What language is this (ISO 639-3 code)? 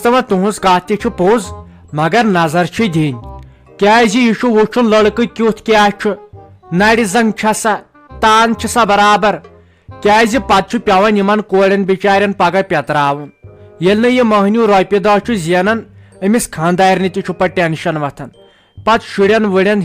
kas